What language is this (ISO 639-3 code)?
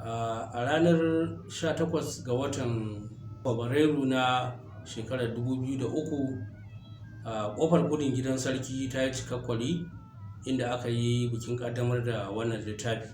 hau